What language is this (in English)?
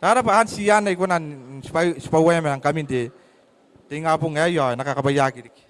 Gilbertese